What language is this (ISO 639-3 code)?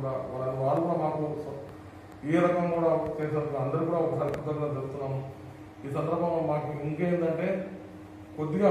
tel